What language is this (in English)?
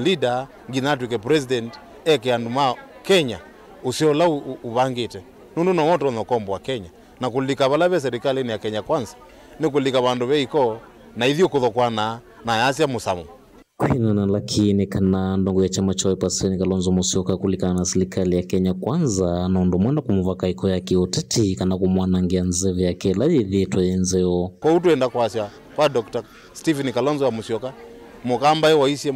Kamba